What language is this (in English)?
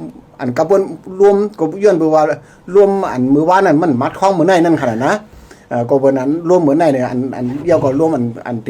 Shan